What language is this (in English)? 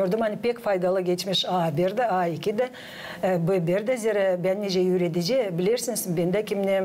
Gagauz